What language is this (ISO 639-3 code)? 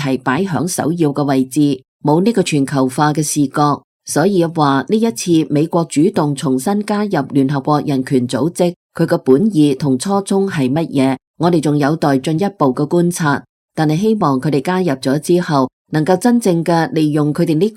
yue